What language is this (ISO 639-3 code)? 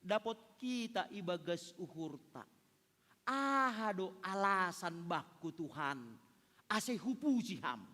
bts